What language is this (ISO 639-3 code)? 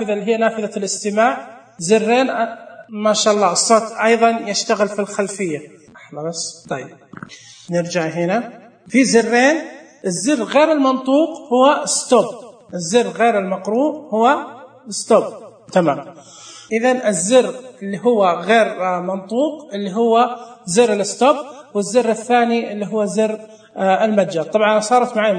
ars